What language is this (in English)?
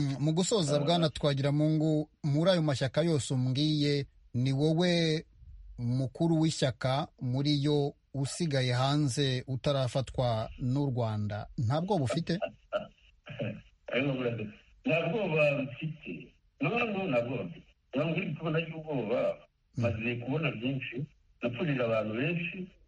Kinyarwanda